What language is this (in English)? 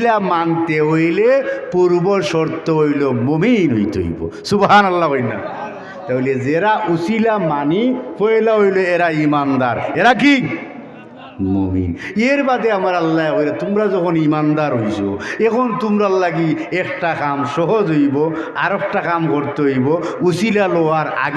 Sylheti